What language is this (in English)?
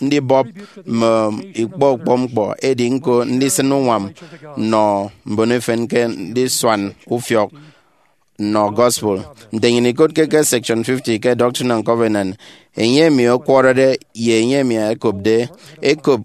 Efik